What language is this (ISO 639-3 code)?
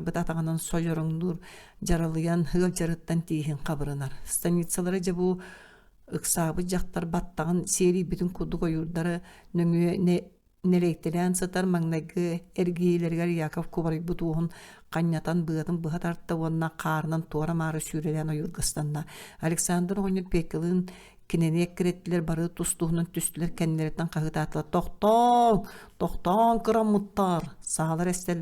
sah